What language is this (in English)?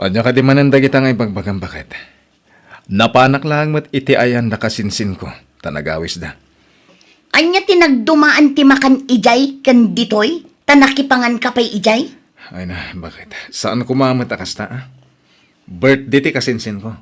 Iloko